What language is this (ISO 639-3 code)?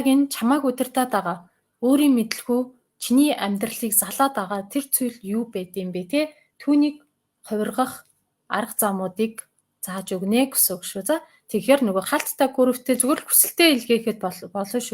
mon